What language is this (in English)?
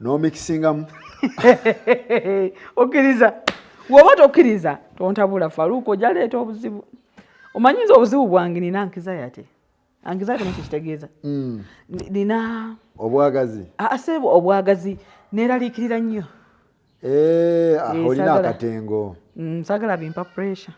Ganda